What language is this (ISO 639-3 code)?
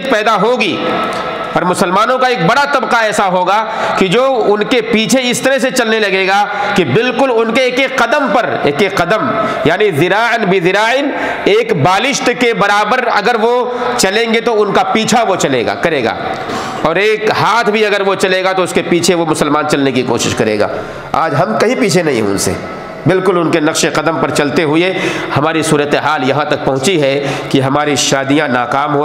urd